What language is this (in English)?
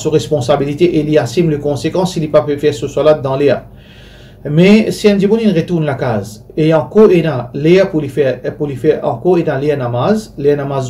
Morisyen